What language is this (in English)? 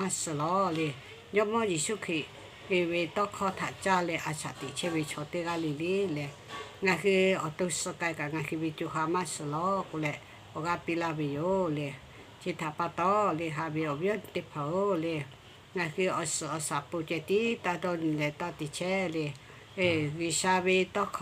Lahu